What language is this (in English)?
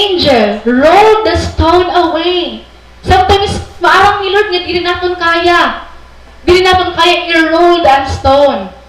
Waray